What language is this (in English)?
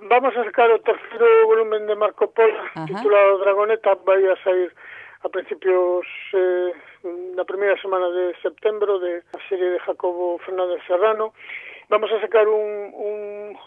Galician